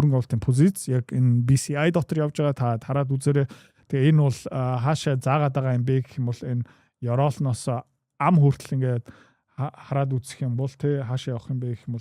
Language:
Mongolian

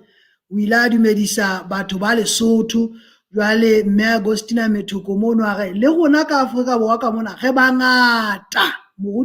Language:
Southern Sotho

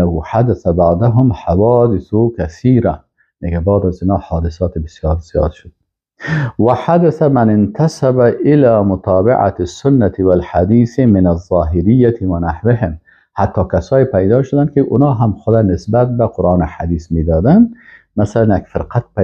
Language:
Persian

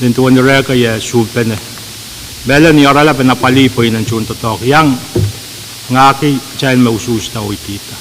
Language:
Pohnpeian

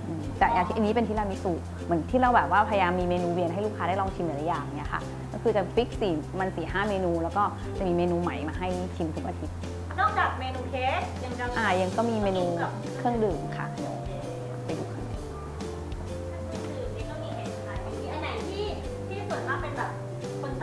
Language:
Thai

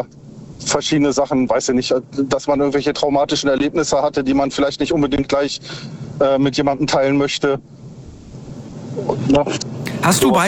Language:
German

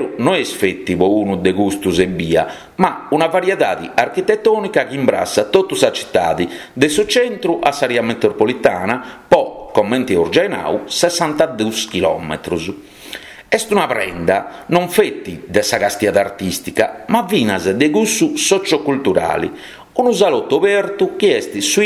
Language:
Sardinian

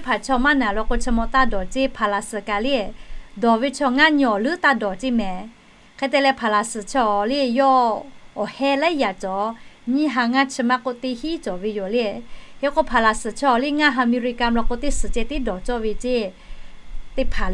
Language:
Lahu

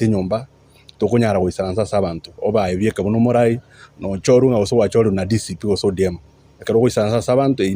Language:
Gusii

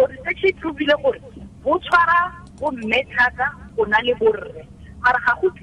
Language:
Tswana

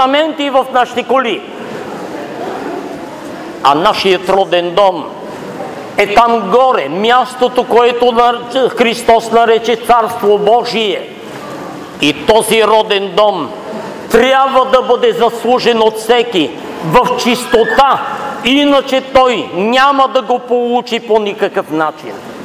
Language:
Bulgarian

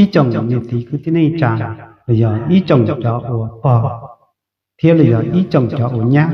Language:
Hmong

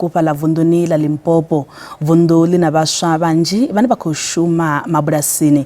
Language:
Venda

